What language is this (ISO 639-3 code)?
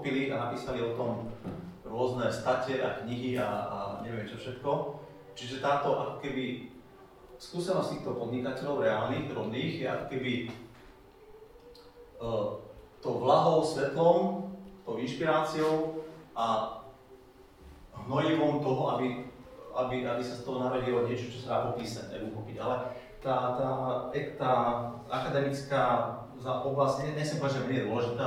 slk